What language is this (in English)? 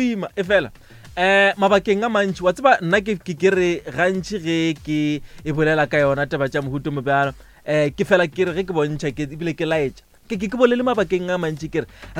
Northern Sotho